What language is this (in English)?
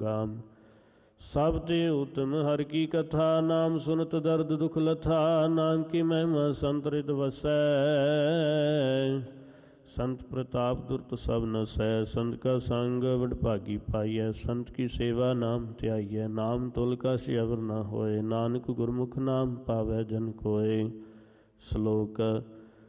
Punjabi